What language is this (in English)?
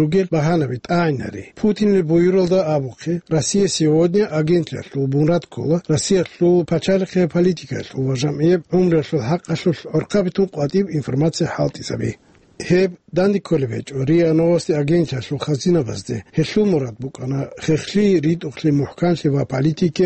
Avaric